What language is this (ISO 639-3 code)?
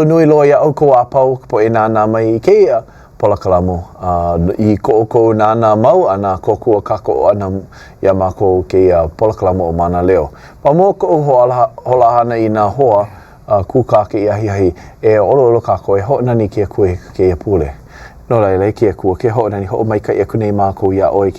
haw